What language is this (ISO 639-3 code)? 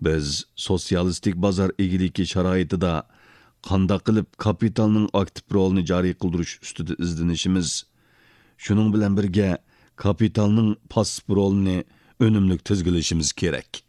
uig